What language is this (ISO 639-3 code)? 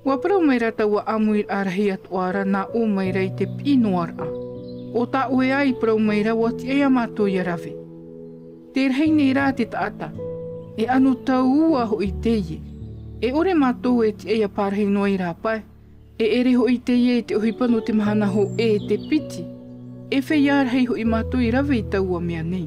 tah